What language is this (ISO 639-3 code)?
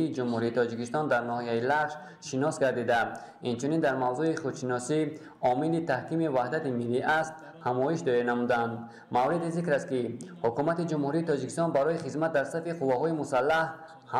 tgk